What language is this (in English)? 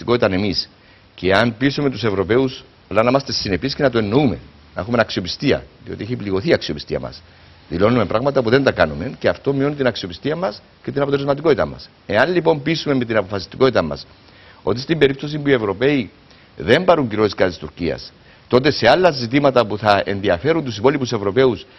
Greek